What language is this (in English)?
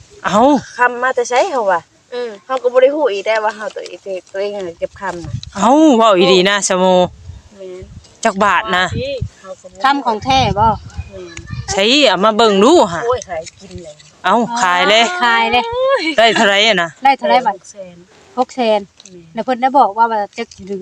Northeastern Thai